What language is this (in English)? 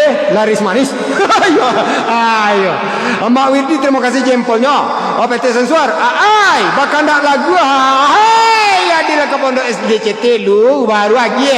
Minangkabau